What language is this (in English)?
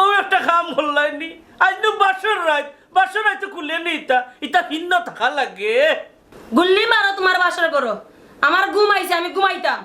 Sylheti